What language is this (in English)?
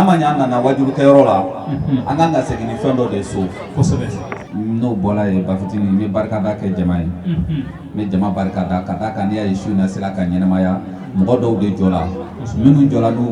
Bambara